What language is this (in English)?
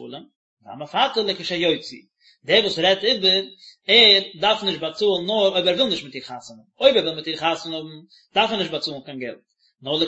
Yiddish